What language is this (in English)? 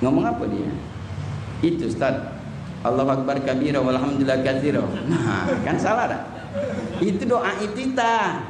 Musi